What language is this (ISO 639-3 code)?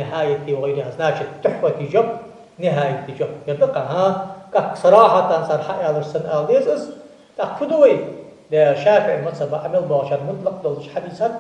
inh